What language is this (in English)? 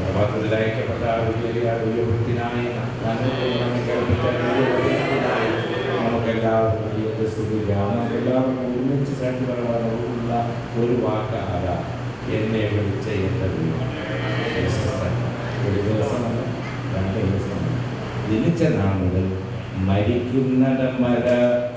Malayalam